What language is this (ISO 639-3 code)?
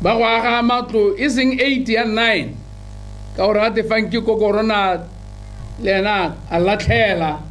tsn